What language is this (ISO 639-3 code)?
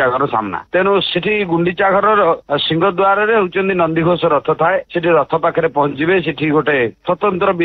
ori